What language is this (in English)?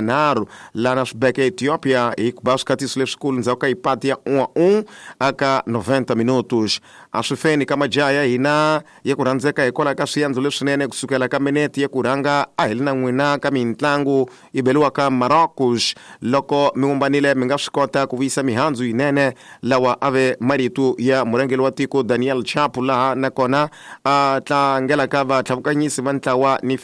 Tsonga